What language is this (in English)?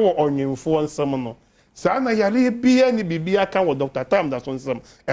Akan